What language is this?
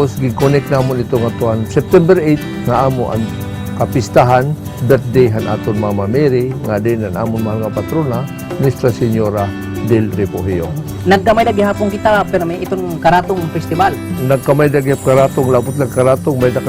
Waray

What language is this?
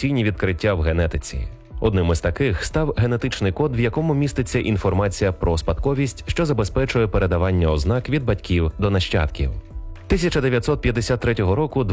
Ukrainian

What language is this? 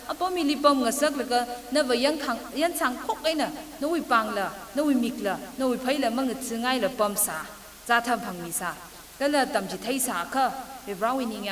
Tangkhul Naga (India)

